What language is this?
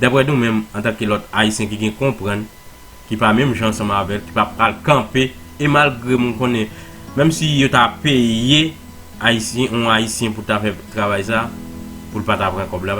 Haitian Creole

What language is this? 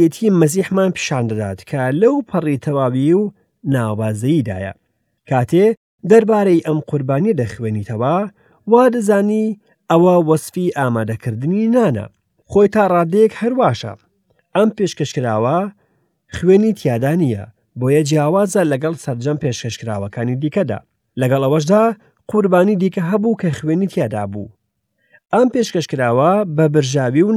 Central Kurdish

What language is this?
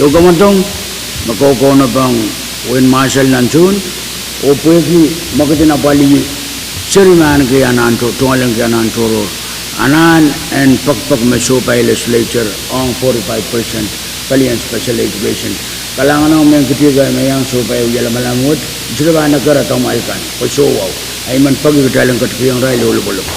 Pohnpeian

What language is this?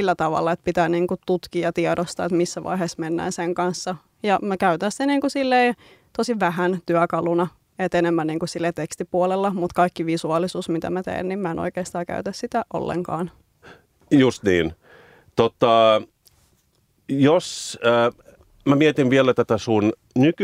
Finnish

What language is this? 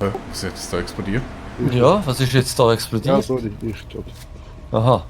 Swiss German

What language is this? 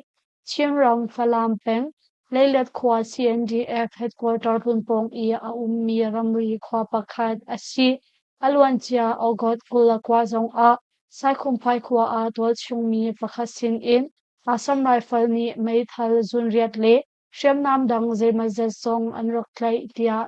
Hakha Chin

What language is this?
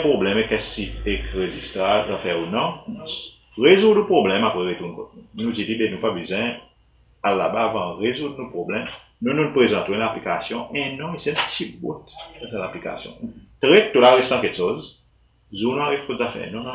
Seselwa Creole French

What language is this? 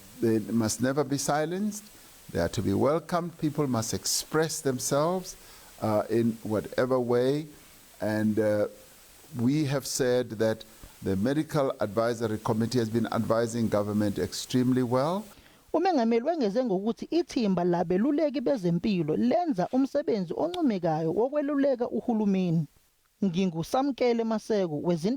Zulu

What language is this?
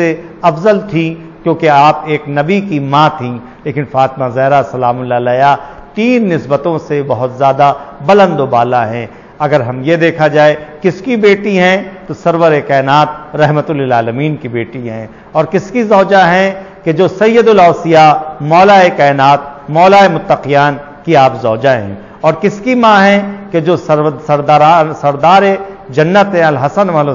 Urdu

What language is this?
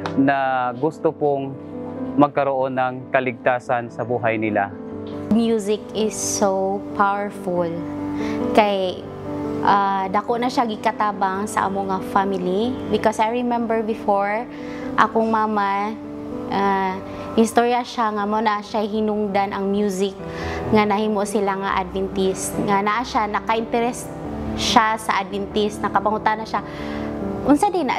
Cebuano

